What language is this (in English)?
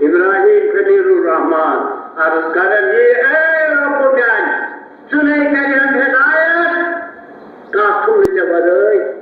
Kashmiri